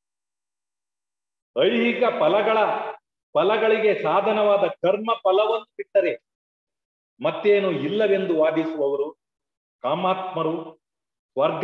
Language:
Kannada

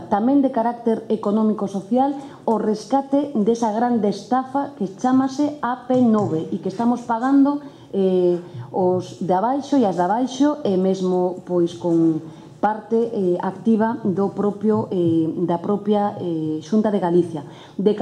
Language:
Galician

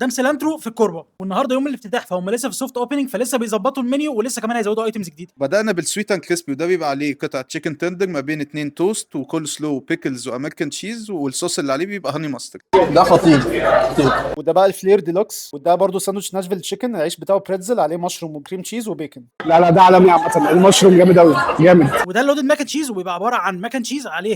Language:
Egyptian Arabic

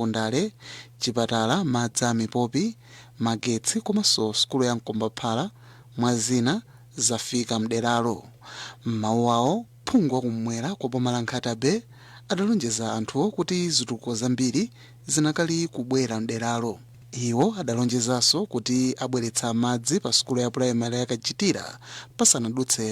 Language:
Nyanja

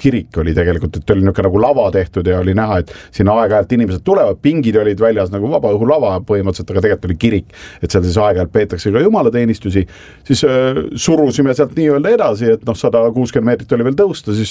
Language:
Estonian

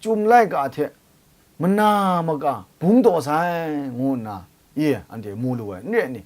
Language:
Kachin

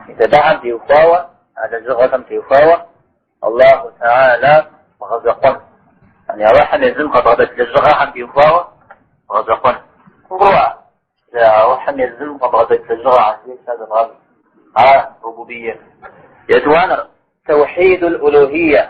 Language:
Kabardian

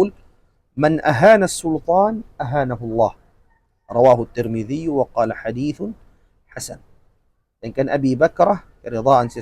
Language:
Tausug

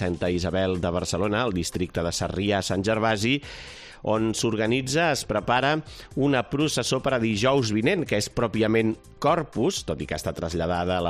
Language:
Catalan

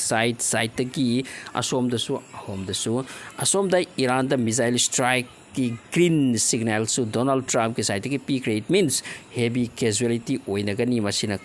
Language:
Manipuri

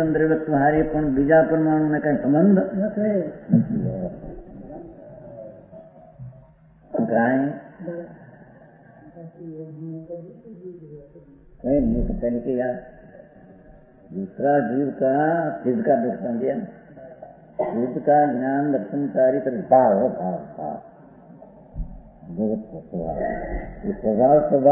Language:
Gujarati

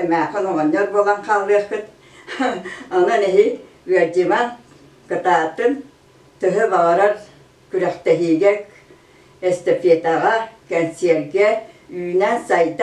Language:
Yakut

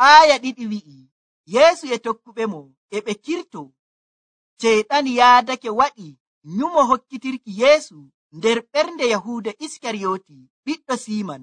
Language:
Nigerian Fulfulde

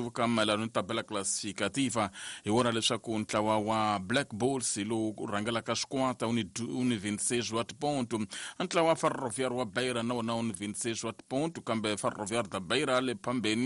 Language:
Tsonga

